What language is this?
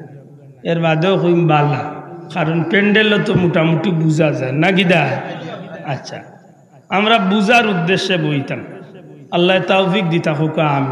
Sylheti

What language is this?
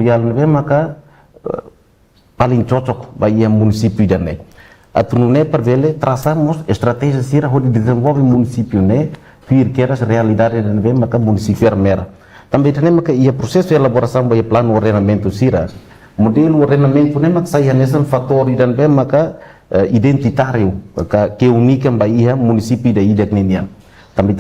Tetum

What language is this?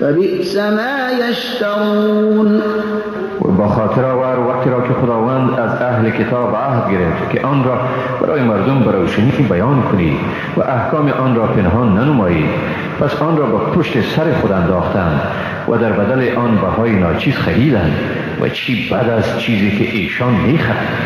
Persian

